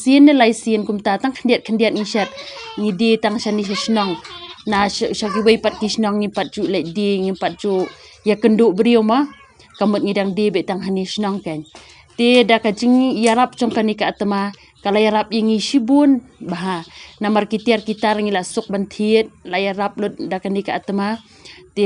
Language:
Khasi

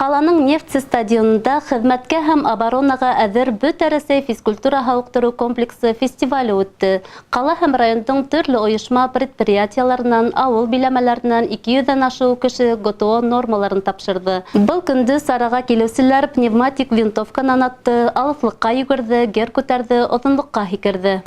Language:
Bashkir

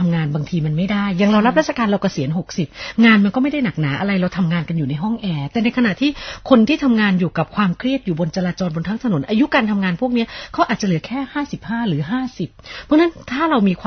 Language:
Thai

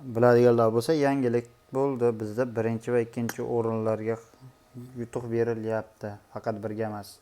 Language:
Uzbek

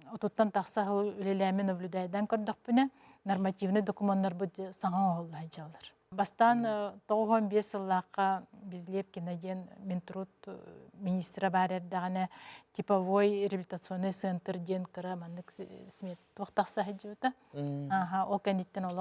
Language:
Yakut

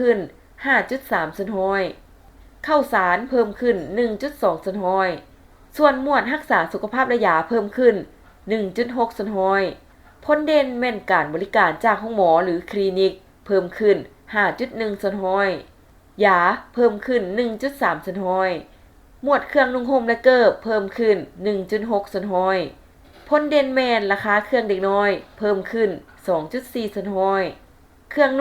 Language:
Lao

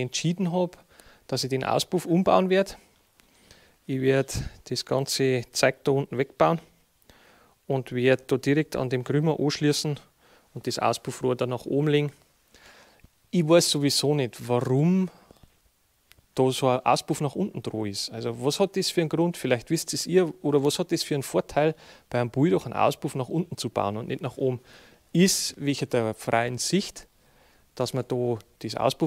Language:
German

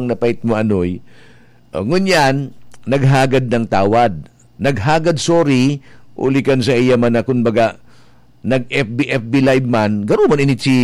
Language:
Bikol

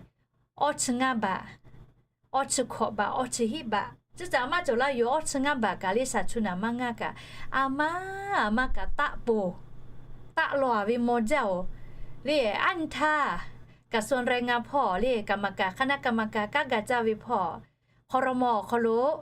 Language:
Lahu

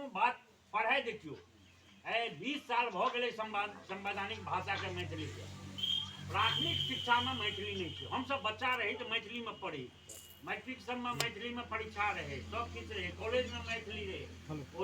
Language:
Maithili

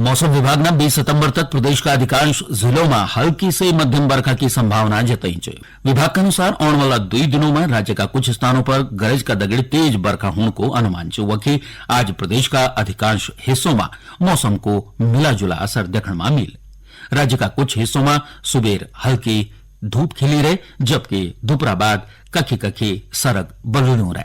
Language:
Garhwali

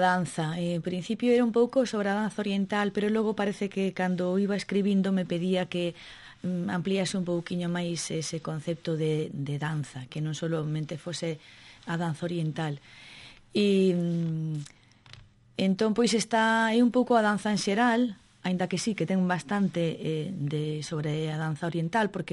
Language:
Galician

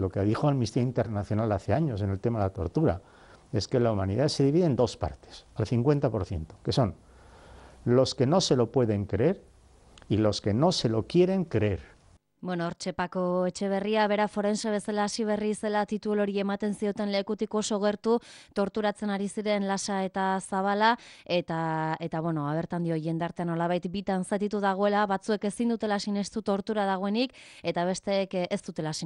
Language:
Basque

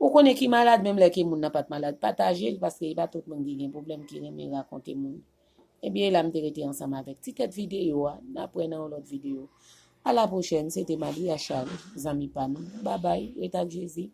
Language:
Haitian Creole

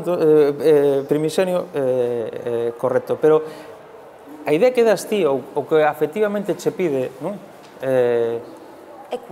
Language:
Galician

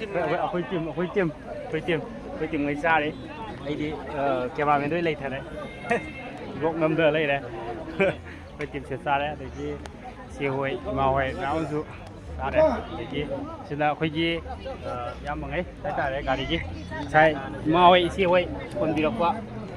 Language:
Manipuri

